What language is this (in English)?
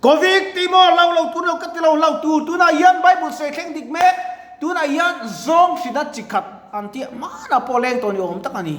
Mizo